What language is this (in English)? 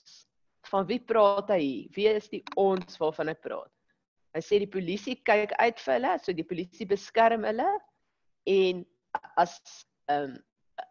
Afrikaans